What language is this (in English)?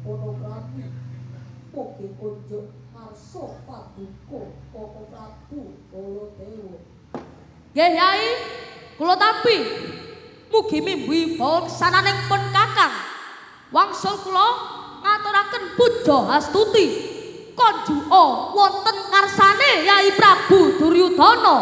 Javanese